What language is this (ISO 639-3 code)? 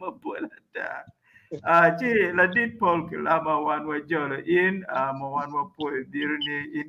ach